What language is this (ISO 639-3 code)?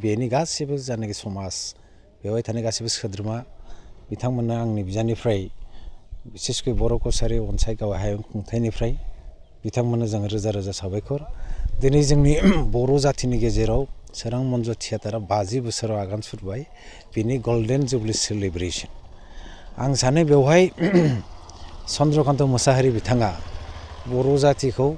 brx